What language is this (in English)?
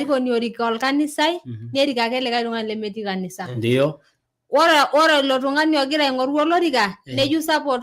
Masai